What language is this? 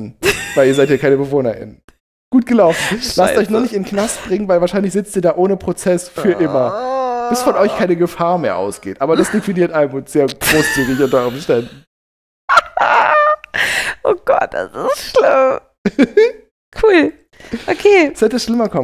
German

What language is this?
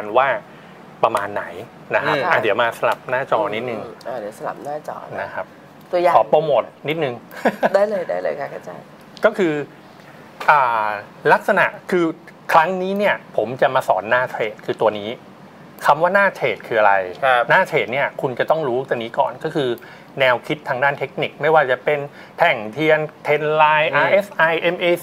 Thai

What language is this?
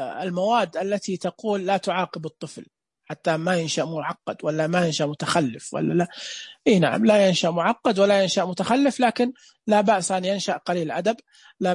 Najdi Arabic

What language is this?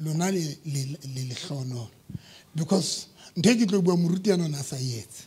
Southern Sotho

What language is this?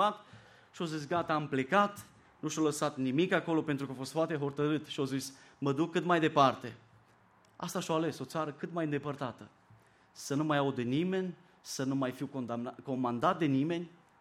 Romanian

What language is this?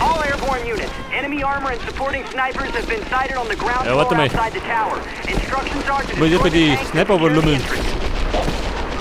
Bavarian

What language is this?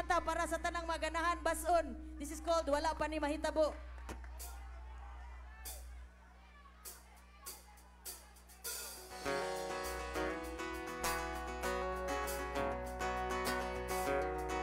Filipino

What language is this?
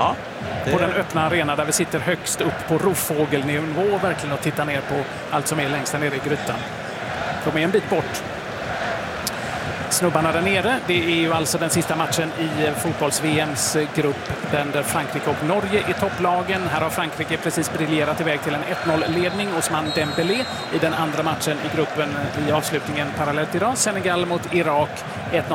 Swedish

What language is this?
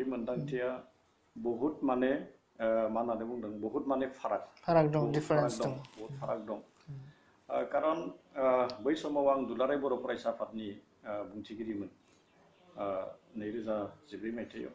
Bodo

